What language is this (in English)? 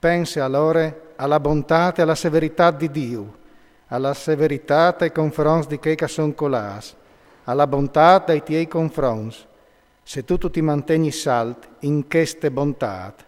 Friulian